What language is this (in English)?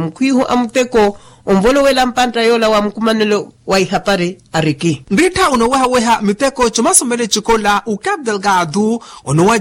Makhuwa